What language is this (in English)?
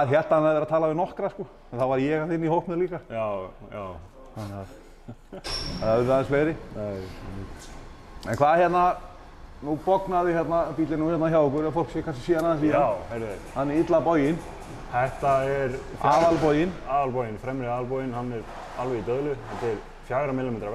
Icelandic